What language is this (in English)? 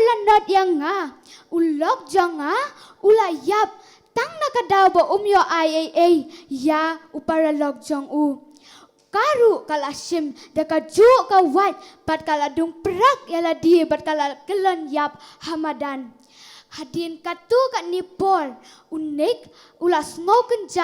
Khasi